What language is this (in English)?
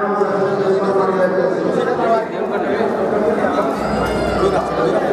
Telugu